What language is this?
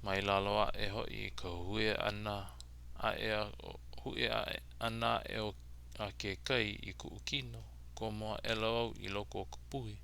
Hawaiian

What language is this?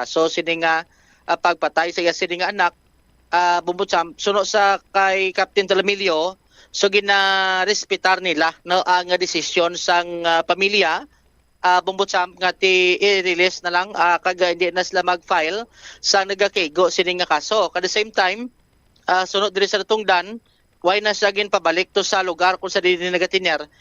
Hiligaynon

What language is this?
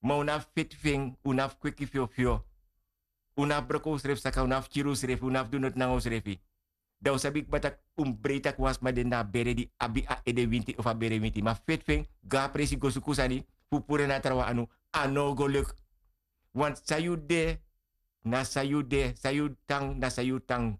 Sranan Tongo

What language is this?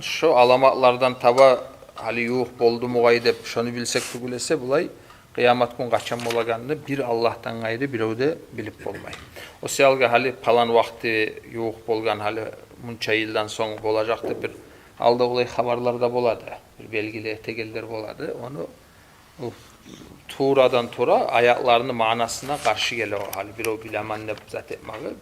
Kumyk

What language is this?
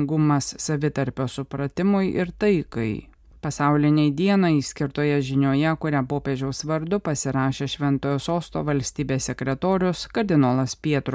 Lithuanian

